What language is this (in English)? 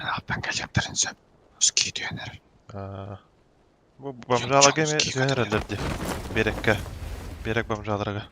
Yakut